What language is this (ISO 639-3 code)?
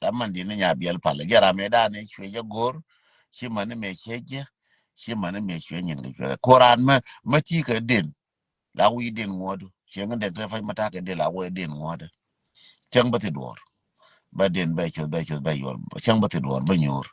nus